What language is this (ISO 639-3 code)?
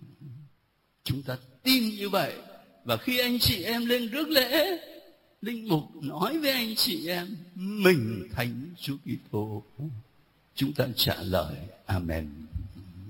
vie